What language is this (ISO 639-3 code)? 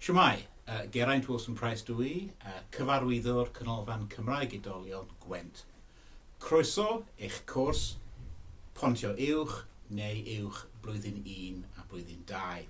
cym